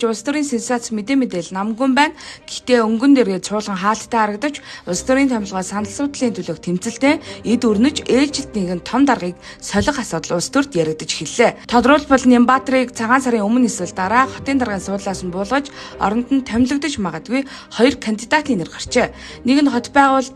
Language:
Mongolian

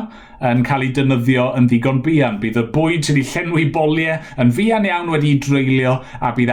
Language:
Welsh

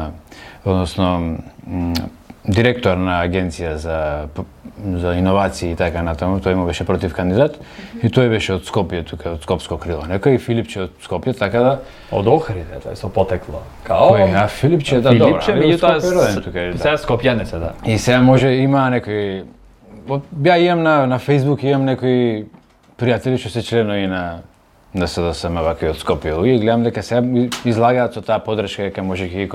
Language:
Macedonian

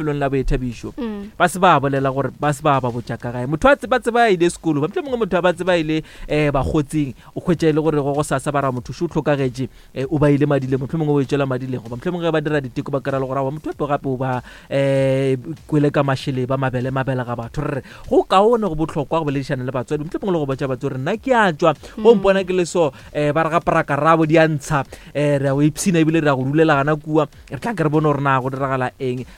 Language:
Northern Sotho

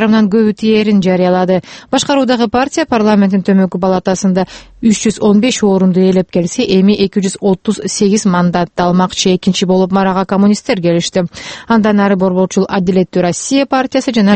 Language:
Kyrgyz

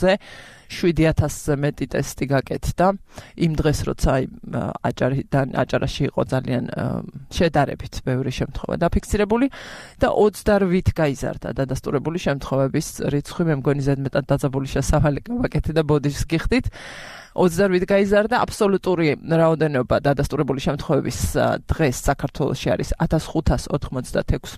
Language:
Georgian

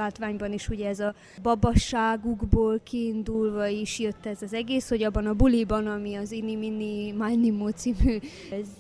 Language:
Hungarian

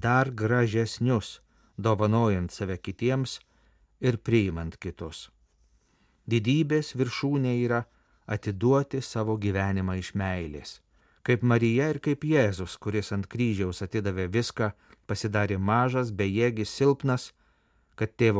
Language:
Lithuanian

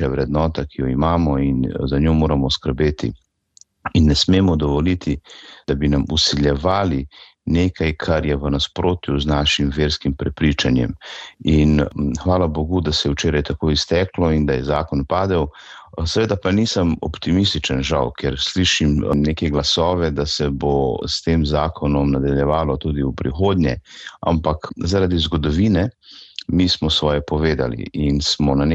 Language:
Slovenian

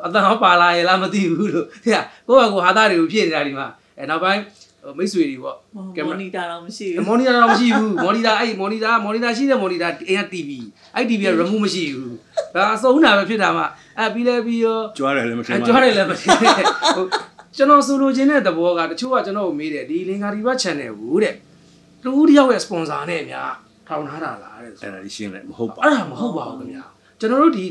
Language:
Burmese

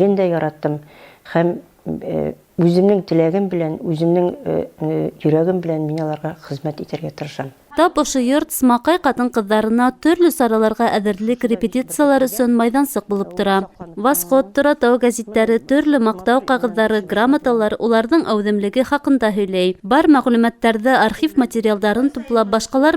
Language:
Bashkir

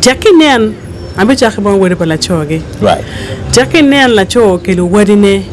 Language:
Acoli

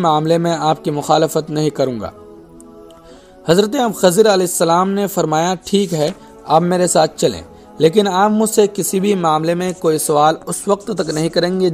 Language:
Urdu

